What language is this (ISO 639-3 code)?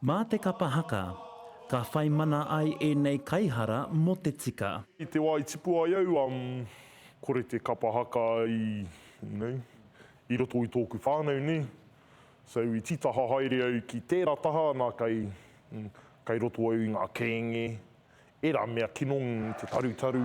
mri